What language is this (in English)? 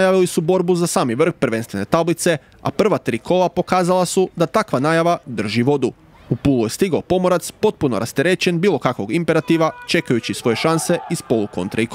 Croatian